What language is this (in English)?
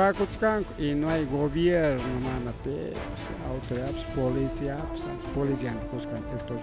Ayacucho Quechua